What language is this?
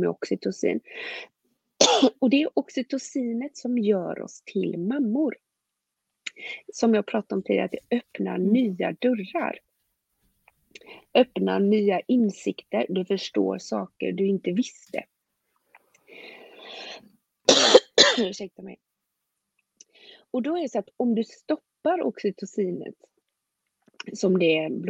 Swedish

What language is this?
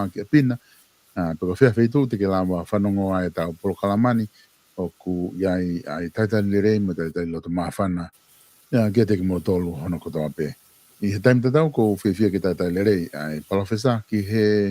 Tongan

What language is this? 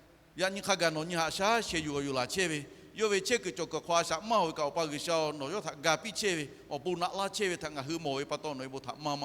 Lahu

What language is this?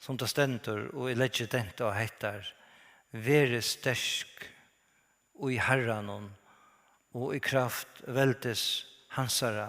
Faroese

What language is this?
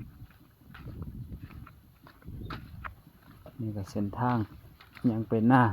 Lao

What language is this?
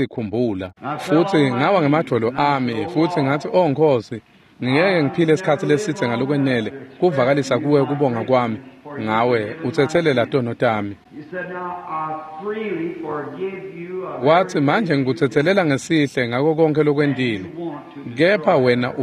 Swati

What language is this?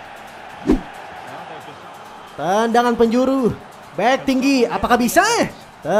Indonesian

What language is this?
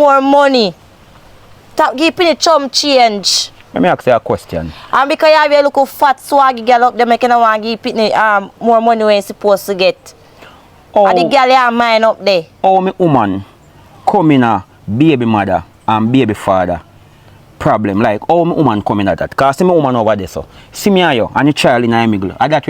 Jamaican Creole English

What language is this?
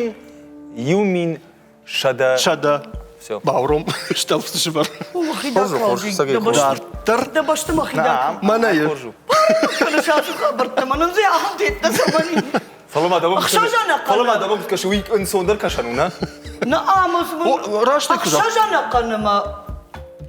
Ossetic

